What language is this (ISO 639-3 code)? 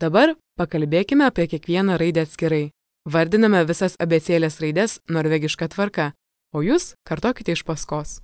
lit